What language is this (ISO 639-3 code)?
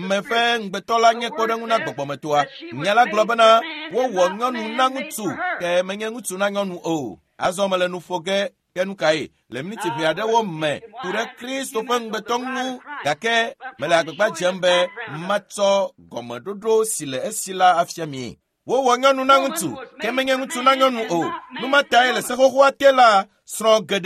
ewe